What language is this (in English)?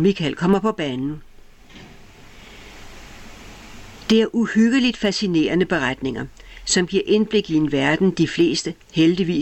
Danish